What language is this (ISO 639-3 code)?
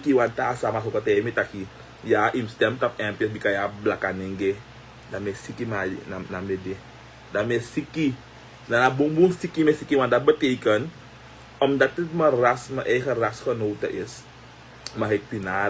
srn